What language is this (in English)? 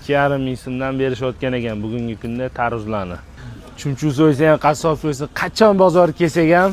Uzbek